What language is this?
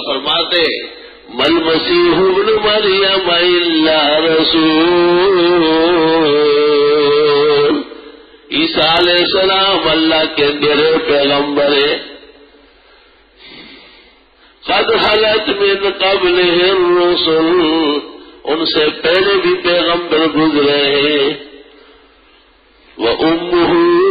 Urdu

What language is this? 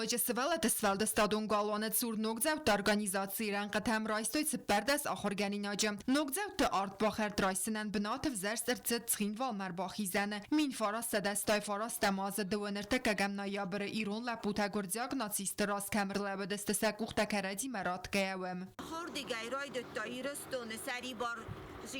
Ossetic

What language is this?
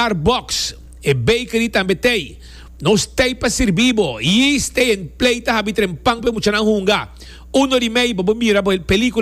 Papiamento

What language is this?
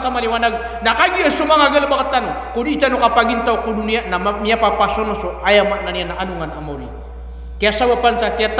Maranao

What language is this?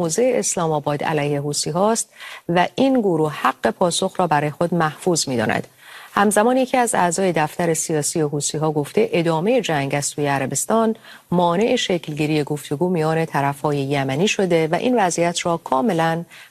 Persian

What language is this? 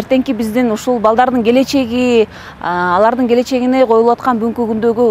Kyrgyz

